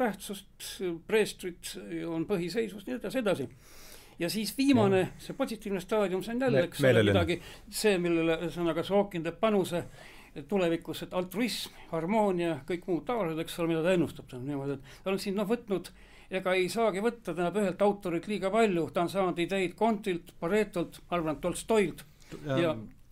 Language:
Estonian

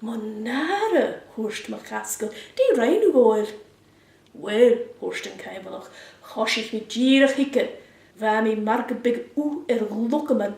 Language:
Scottish Gaelic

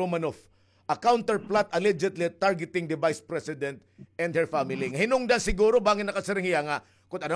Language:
Waray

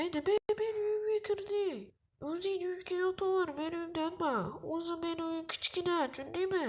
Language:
Uzbek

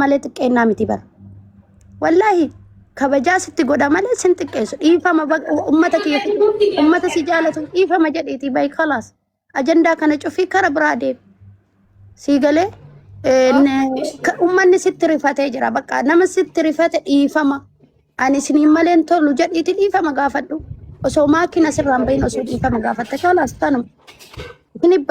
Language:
Oromo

